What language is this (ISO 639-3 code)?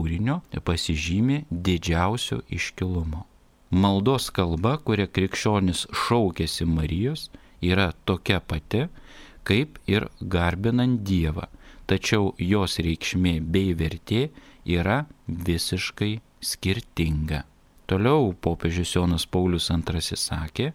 lit